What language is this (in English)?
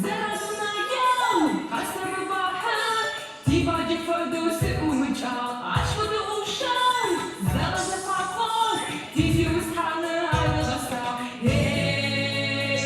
Adyghe